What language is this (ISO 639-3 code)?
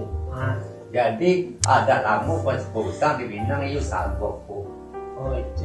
min